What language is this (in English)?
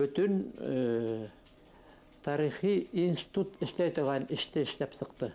Bashkir